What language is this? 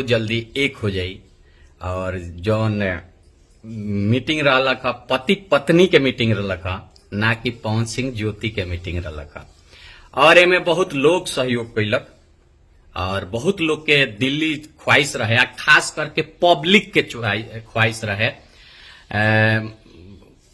Bhojpuri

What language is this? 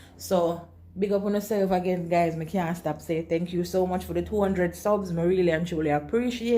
Jamaican Creole English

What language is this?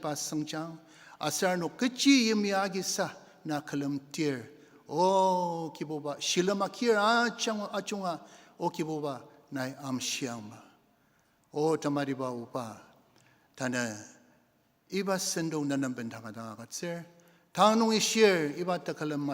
Ao Naga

